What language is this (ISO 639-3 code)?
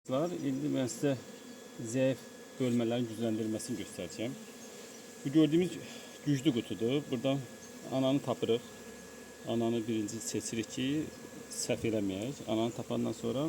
aze